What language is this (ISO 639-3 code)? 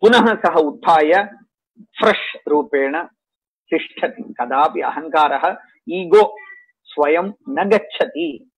san